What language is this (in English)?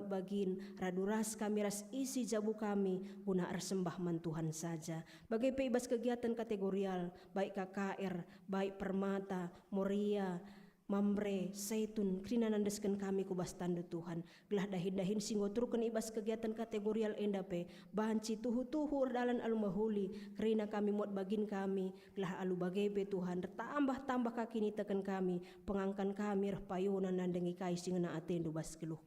Batak Karo